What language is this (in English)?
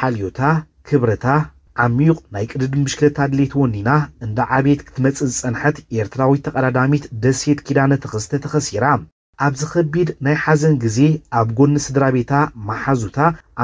Tigrinya